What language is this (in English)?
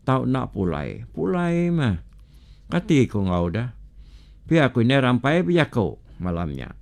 Iban